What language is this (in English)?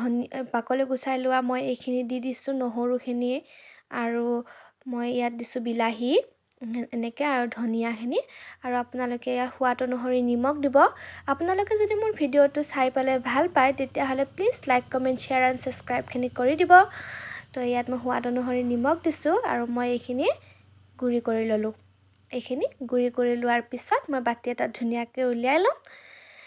Assamese